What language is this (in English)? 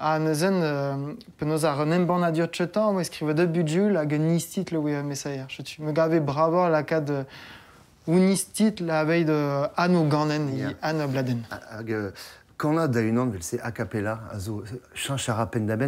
Breton